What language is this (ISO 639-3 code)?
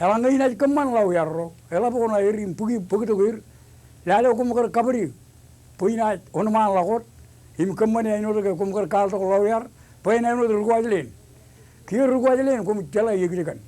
mah